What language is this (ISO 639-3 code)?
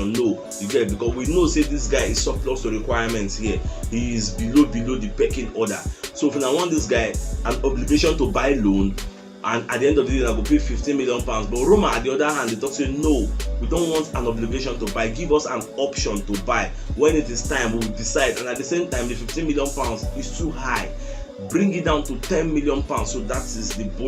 pcm